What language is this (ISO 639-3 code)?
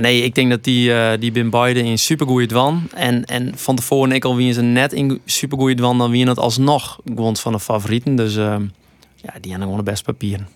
fry